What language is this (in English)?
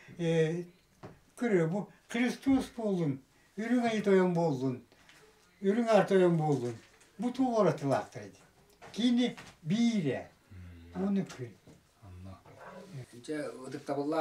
Yakut